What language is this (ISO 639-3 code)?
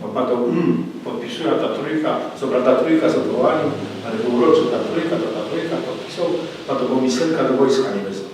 szl